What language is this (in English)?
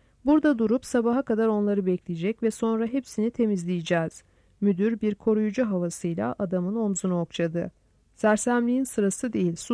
Turkish